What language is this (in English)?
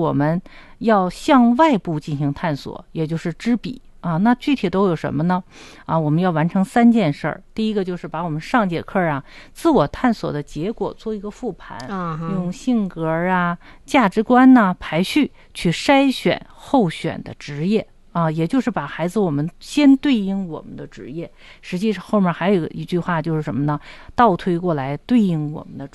Chinese